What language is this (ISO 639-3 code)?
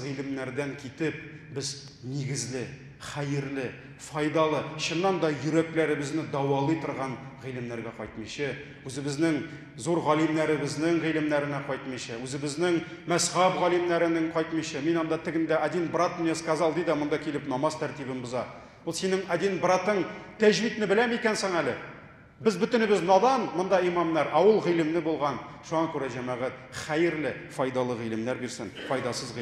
tat